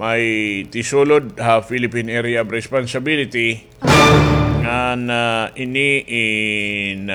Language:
Waray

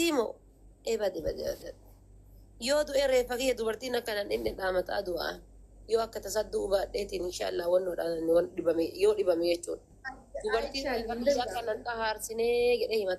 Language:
Oromo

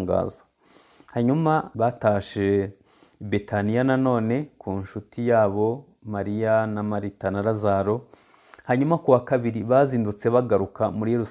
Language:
Kinyarwanda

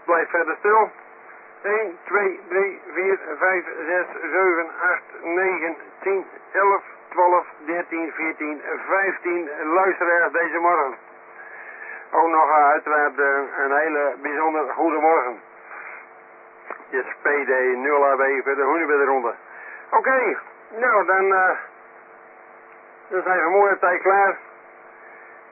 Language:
Dutch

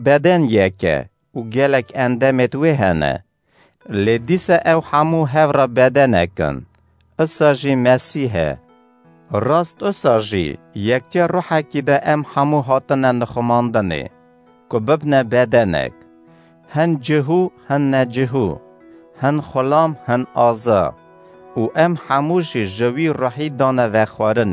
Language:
Kurdish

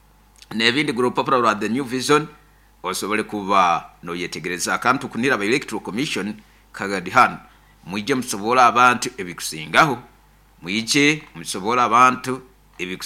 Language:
Nyoro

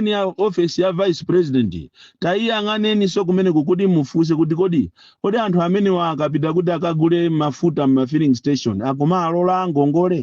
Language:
Nyanja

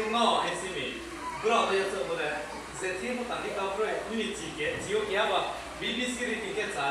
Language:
Riang (India)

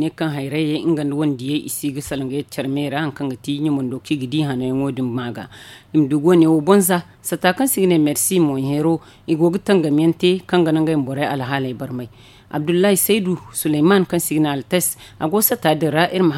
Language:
Zarma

